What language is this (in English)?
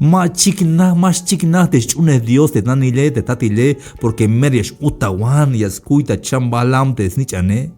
Tzeltal